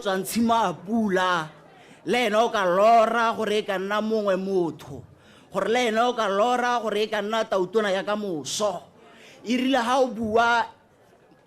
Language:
Tswana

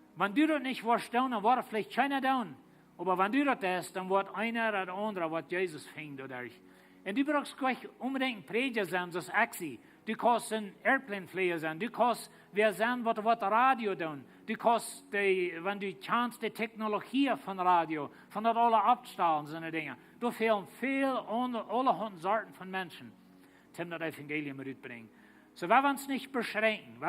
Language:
Plautdietsch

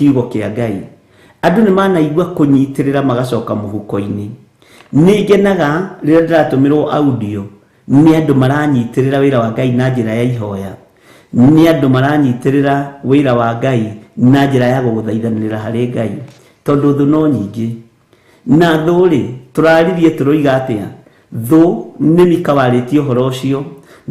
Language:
Kikuyu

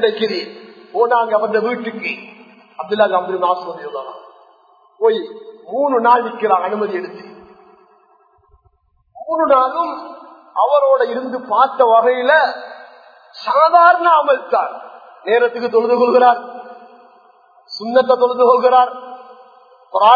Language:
Tamil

